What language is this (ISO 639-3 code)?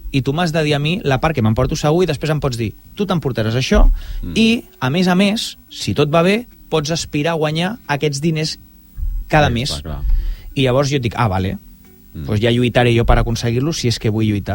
cat